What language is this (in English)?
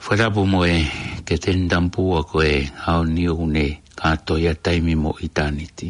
Tongan